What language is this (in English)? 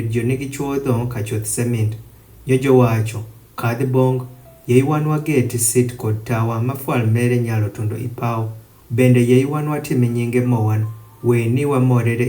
Adhola